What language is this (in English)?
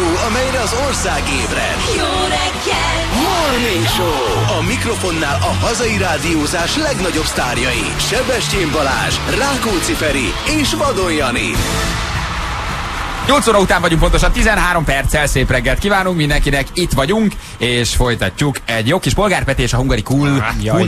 Hungarian